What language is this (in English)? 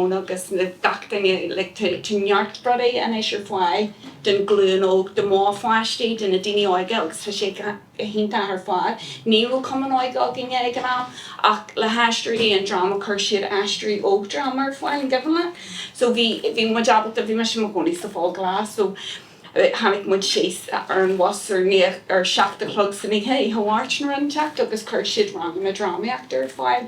Irish